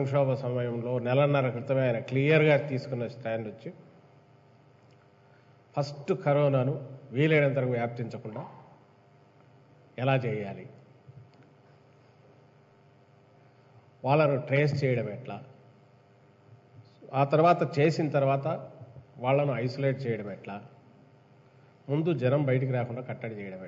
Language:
Telugu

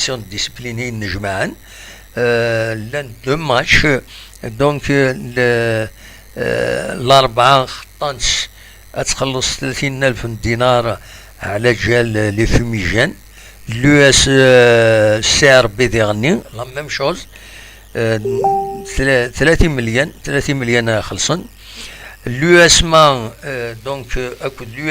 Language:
Kabyle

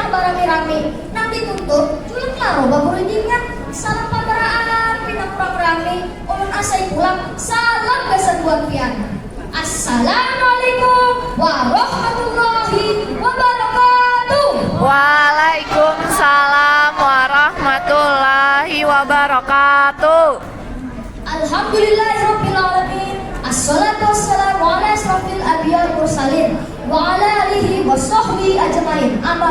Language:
Banjar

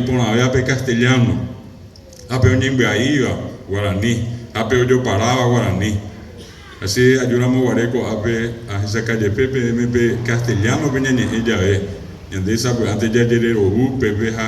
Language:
Guarani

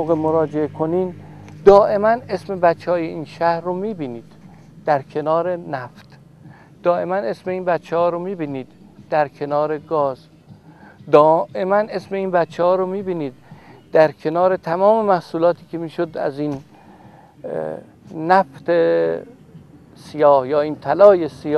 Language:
Persian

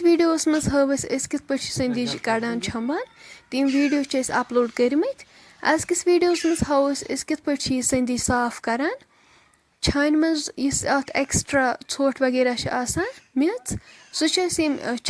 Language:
Kashmiri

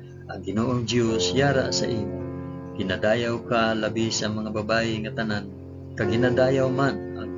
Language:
Hiligaynon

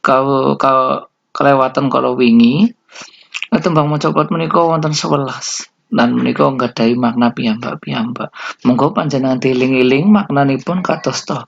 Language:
Javanese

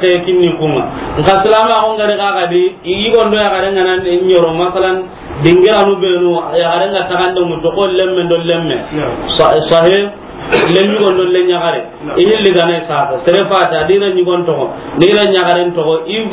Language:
Soninke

